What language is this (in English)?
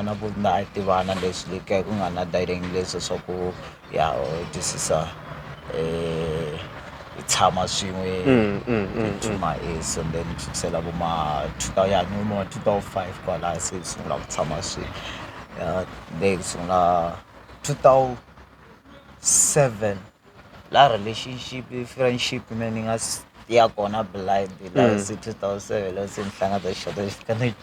Tsonga